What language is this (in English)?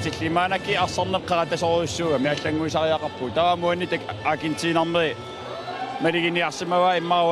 Kalaallisut